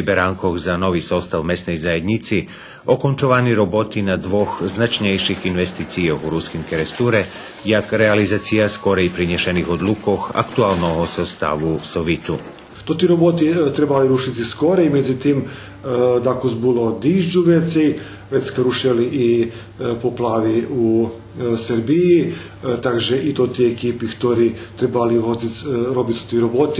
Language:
Rusyn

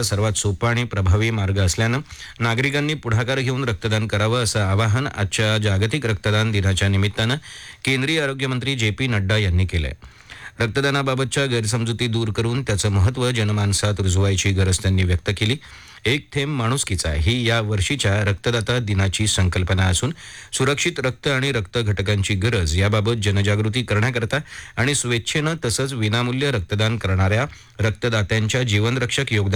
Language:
Marathi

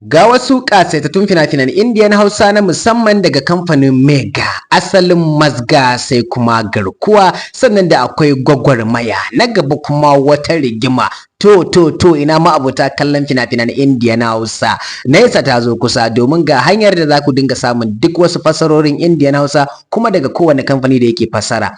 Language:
Hausa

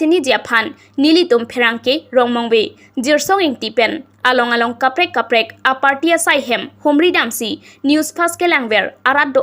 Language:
Karbi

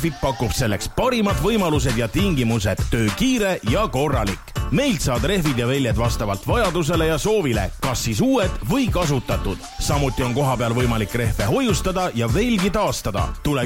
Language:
Estonian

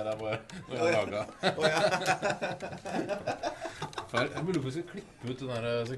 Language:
Norwegian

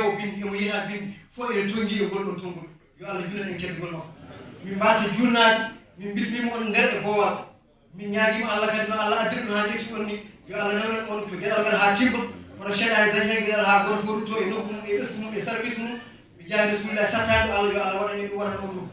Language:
Fula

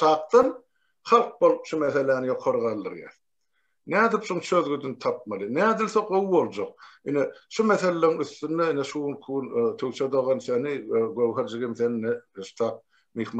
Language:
Turkmen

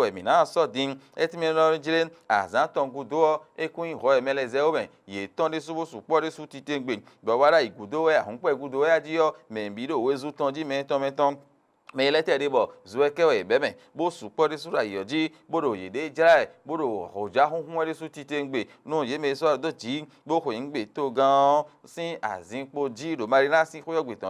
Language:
Fon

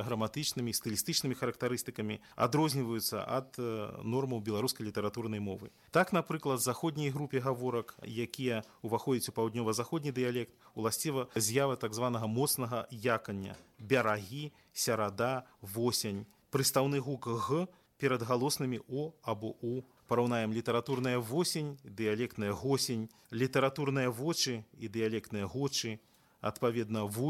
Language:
Belarusian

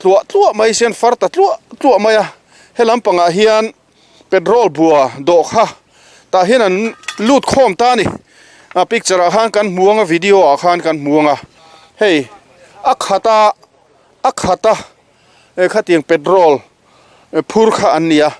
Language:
Mizo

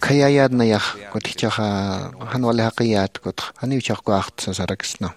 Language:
Aymara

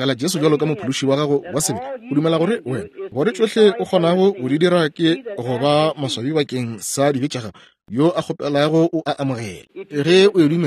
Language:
Northern Sotho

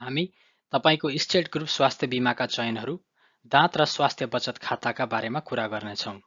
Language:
Nepali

